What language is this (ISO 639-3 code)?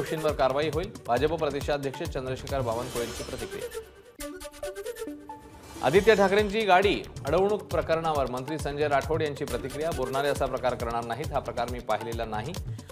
mar